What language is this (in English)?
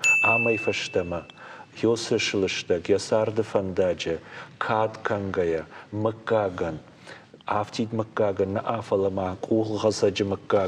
Ossetic